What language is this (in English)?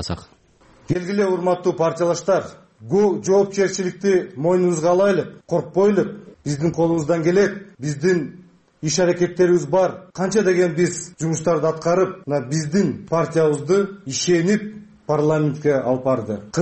Kyrgyz